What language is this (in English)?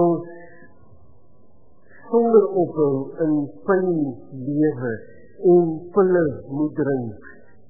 Afrikaans